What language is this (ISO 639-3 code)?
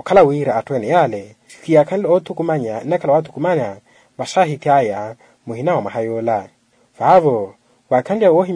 vmw